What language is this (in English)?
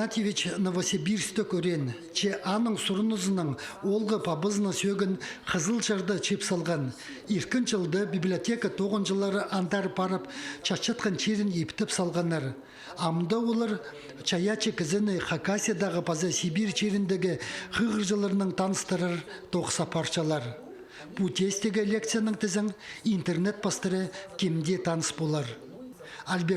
Khakas